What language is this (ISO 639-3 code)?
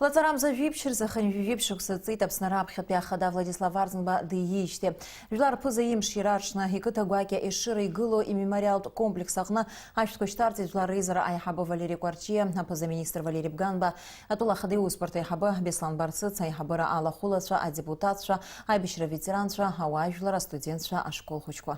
abk